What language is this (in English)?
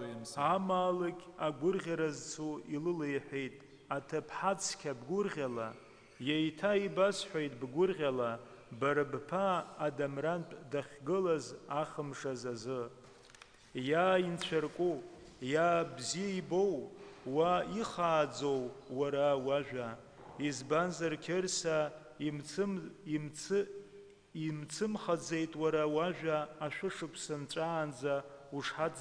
Abkhazian